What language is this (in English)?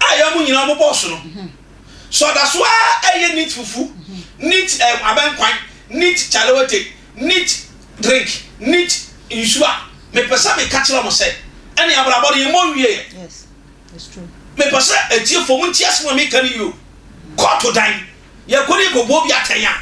Akan